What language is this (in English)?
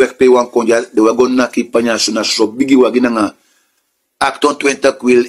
Sranan Tongo